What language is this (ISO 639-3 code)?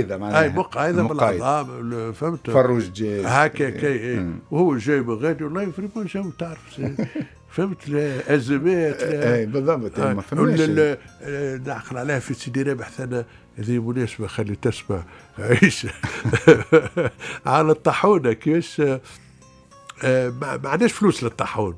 aeb